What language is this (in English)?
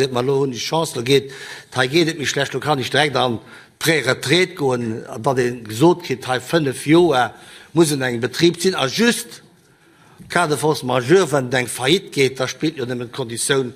Luxembourgish